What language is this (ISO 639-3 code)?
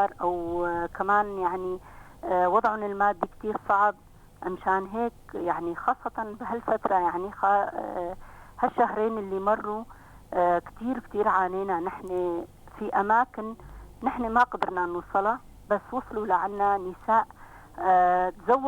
apc